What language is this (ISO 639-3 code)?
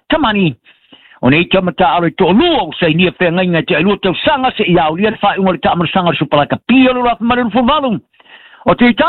smo